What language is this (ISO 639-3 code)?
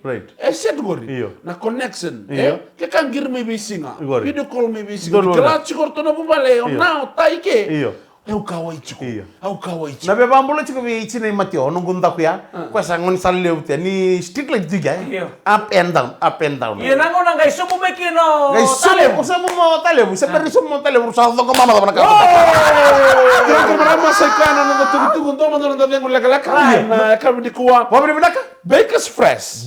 fij